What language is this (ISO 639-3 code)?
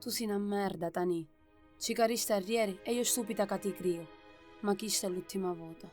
scn